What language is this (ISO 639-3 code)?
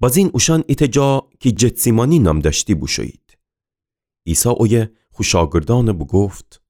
glk